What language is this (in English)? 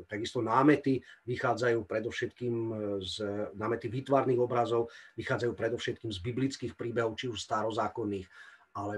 Slovak